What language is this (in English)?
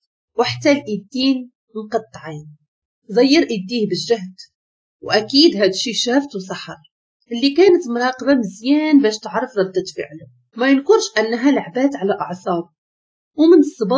Moroccan Arabic